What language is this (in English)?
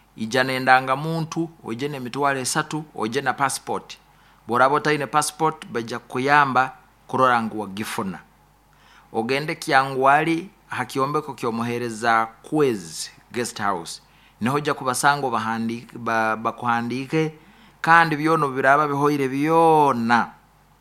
Nyoro